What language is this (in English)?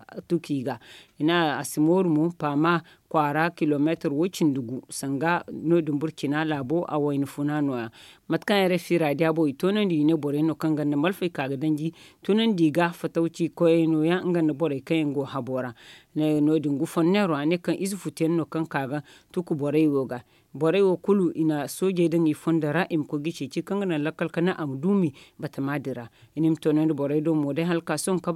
Zarma